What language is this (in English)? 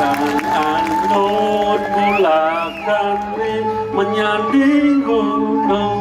Balinese